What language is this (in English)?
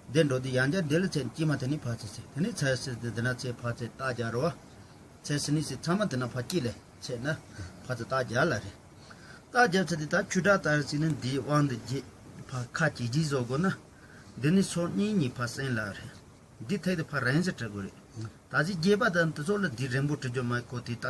Tibetan